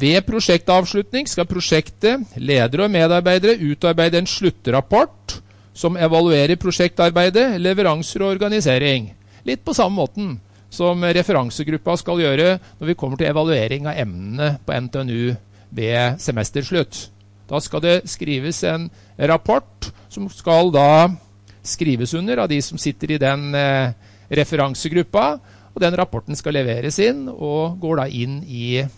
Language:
Norwegian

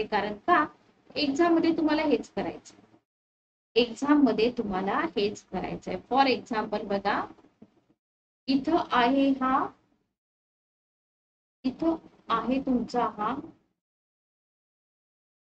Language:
Marathi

